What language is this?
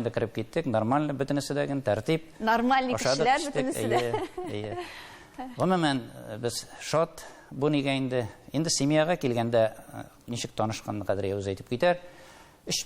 Tatar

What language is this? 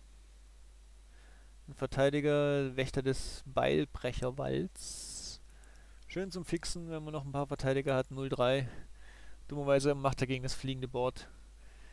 German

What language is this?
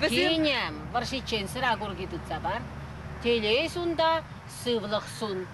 Chuvash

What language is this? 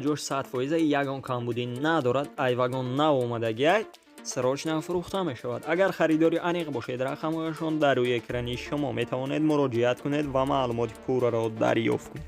Tajik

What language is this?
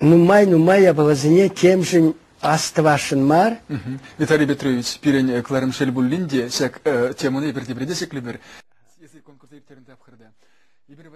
Chuvash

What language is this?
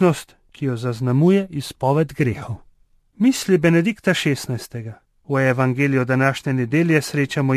Slovenian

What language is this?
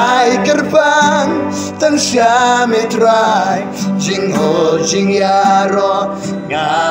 Khasi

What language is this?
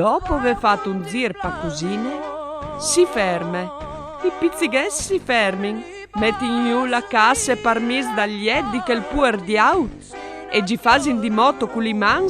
Friulian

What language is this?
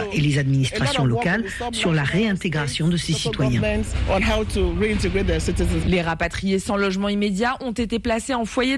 French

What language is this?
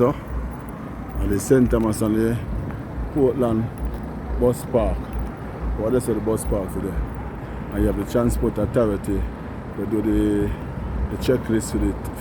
Jamaican Creole English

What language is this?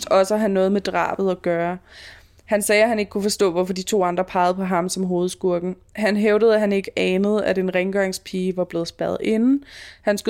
Danish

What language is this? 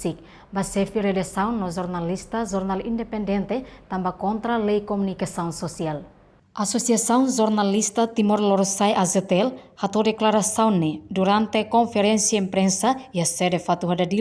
Tetum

